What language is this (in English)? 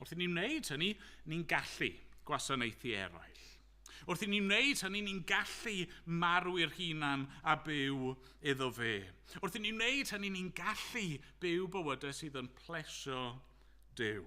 Welsh